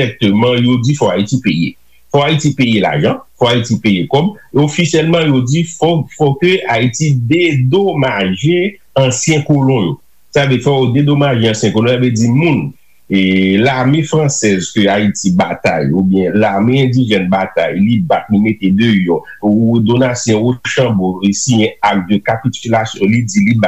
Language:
Haitian Creole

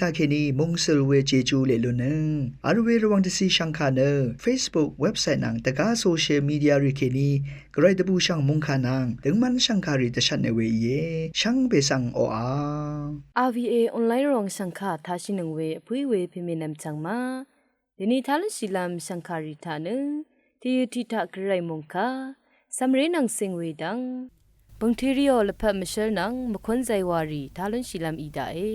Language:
Rawang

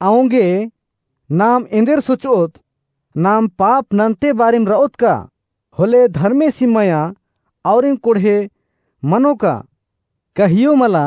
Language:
Kurukh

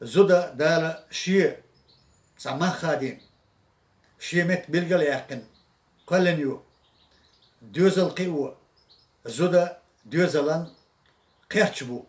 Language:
Chechen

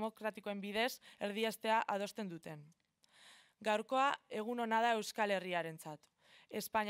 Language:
Basque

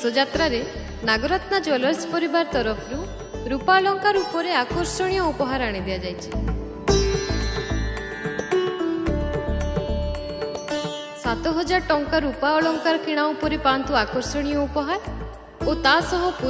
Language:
Odia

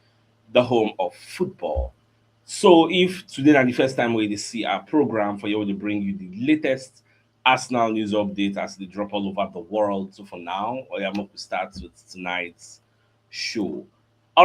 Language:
Nigerian Pidgin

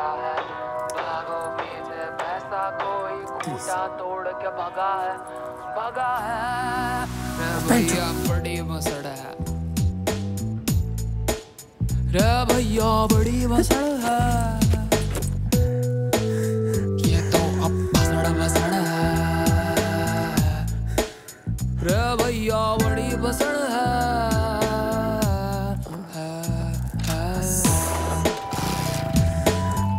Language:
Hindi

